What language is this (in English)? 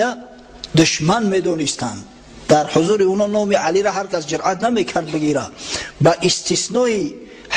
Tajik